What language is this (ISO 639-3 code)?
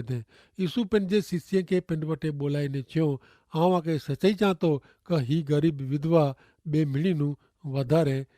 kfr